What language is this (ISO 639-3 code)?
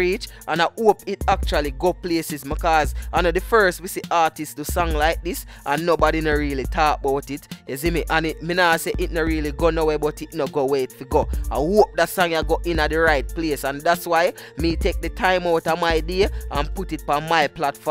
jam